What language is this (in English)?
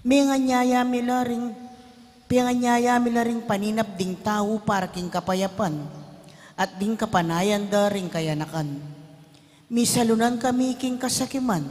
Pampanga